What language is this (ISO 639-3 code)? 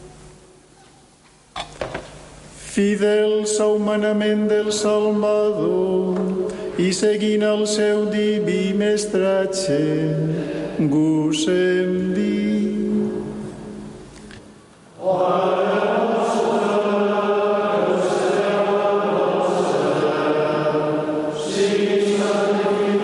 cat